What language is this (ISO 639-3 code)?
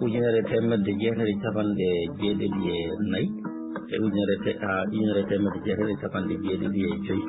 ful